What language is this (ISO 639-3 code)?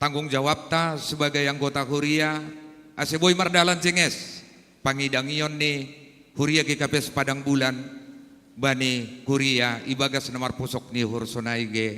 bts